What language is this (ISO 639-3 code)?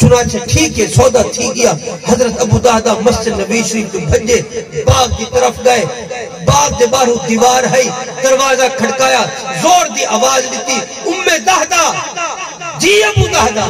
skr